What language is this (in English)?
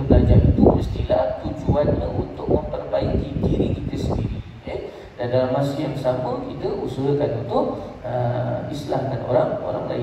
Malay